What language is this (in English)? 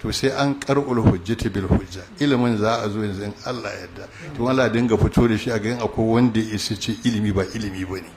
Hausa